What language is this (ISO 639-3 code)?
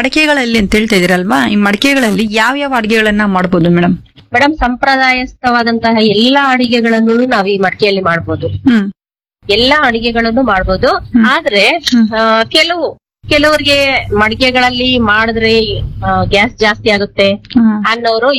kan